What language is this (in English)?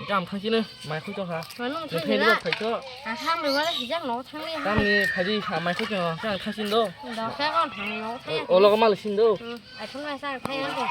Kok Borok